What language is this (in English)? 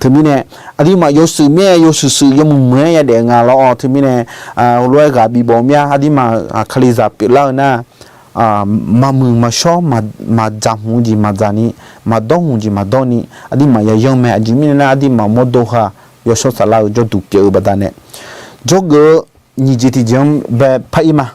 Akha